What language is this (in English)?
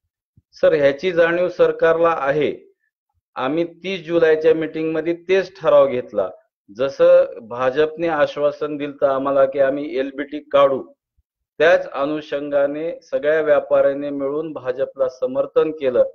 Marathi